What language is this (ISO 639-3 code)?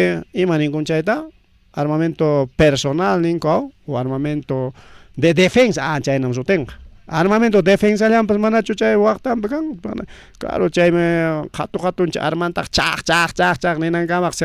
quy